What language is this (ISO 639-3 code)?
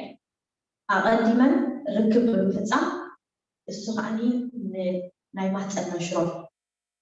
tir